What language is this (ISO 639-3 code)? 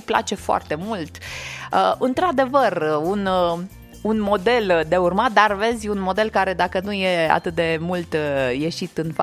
ron